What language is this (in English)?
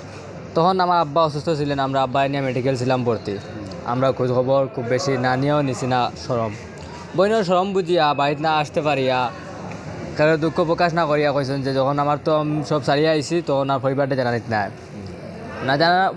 Sylheti